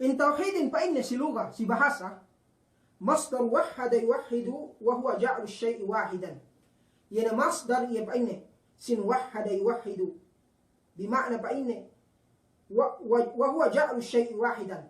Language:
Yakan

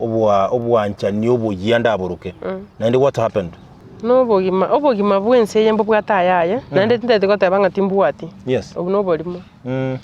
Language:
Gusii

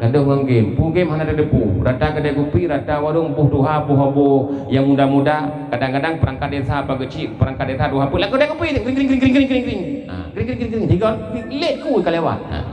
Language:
Achinese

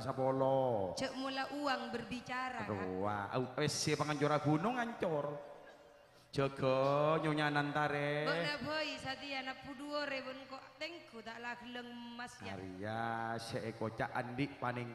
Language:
Madurese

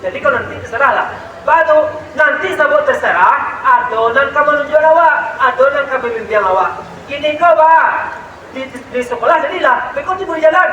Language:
Minangkabau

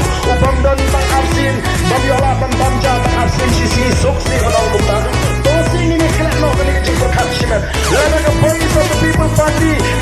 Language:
Khasi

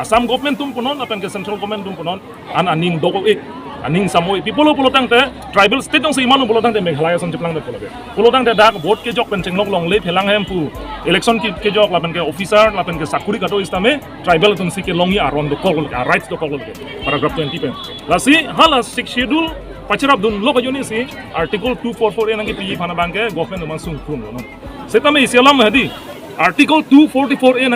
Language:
Karbi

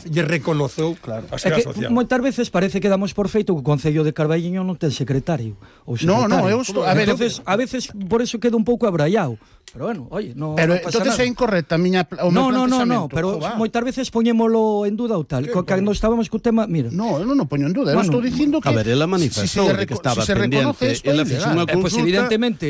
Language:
Galician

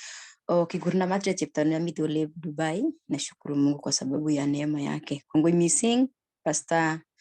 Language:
Kalenjin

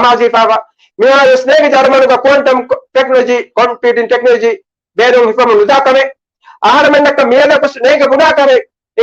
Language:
Divehi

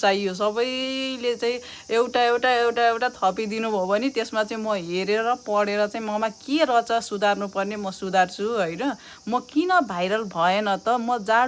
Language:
Nepali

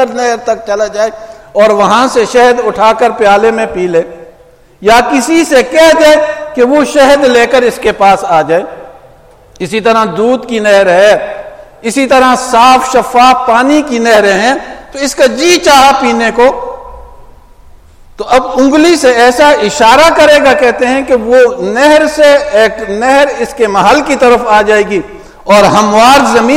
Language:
Urdu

